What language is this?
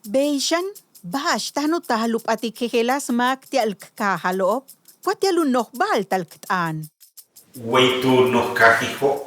Yucateco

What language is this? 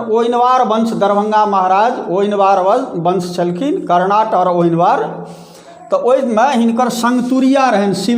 Maithili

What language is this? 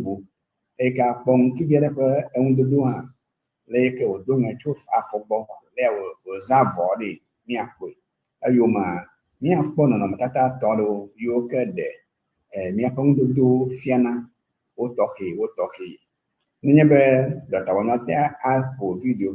Ewe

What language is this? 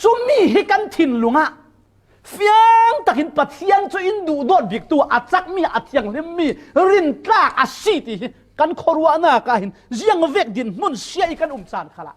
Falam Chin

